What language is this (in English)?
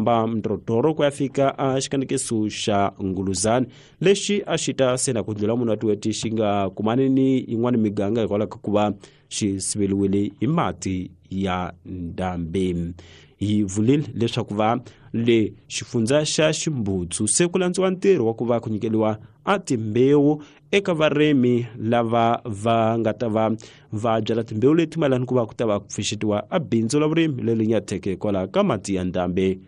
Tsonga